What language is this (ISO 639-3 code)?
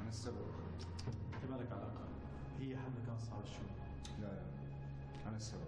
apc